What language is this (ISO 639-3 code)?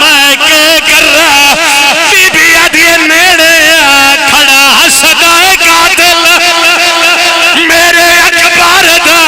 phr